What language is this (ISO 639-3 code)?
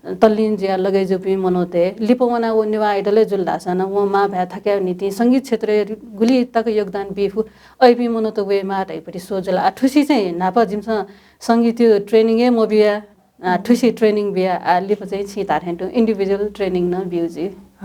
new